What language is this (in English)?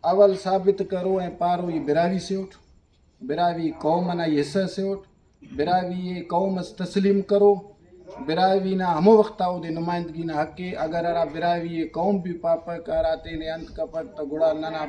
Brahui